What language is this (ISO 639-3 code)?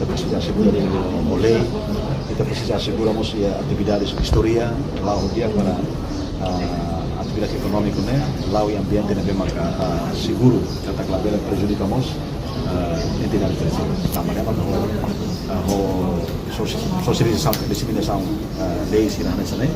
tet